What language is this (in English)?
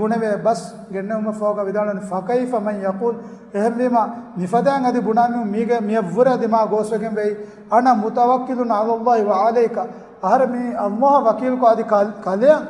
Divehi